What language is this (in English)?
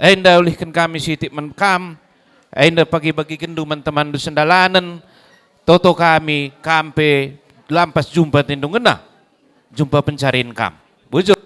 Batak Karo